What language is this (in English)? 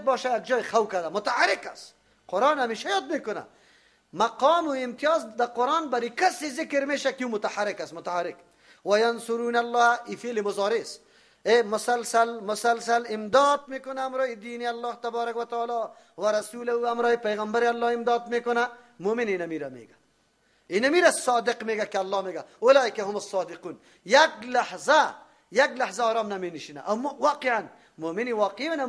Persian